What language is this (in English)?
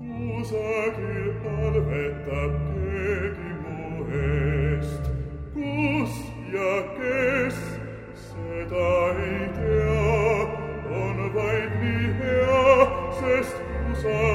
Estonian